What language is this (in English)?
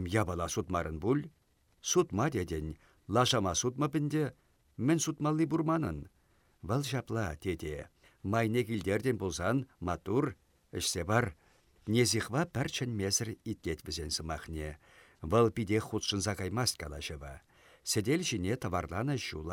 Chuvash